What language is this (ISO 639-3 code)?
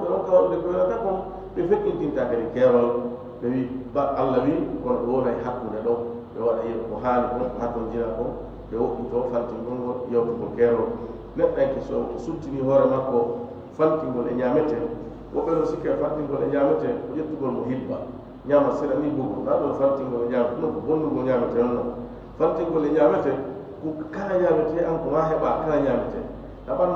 ful